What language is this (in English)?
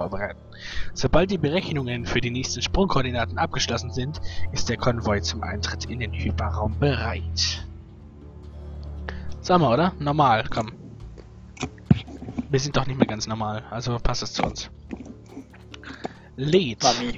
German